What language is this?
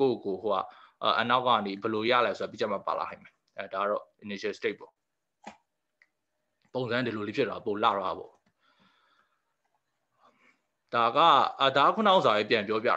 Burmese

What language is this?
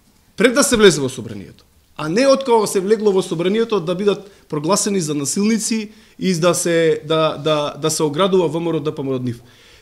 Macedonian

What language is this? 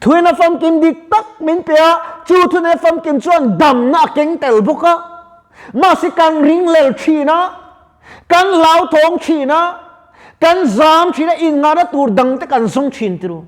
Mizo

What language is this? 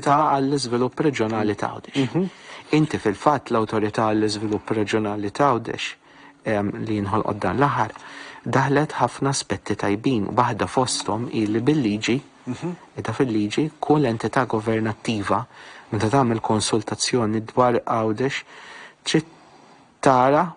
Maltese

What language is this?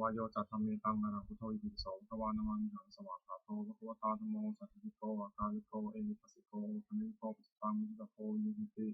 Pali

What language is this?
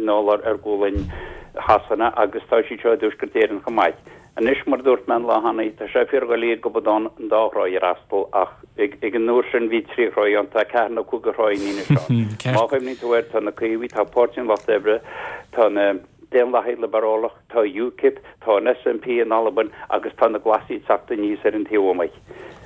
Irish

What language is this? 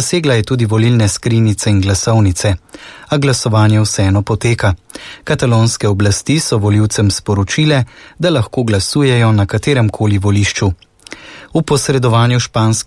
Slovenian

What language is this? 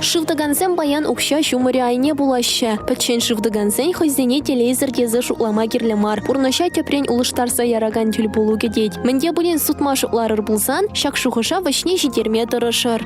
Chuvash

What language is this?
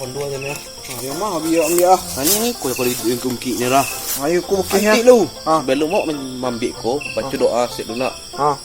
Minangkabau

